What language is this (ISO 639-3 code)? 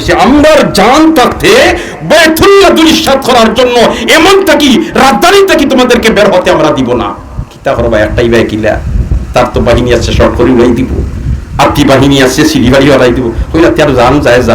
syl